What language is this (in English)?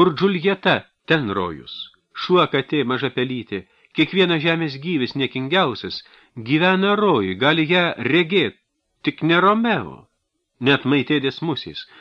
Lithuanian